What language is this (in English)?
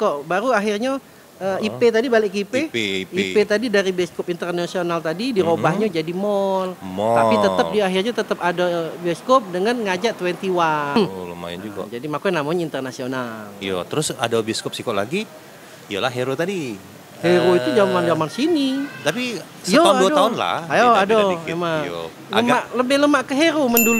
Musi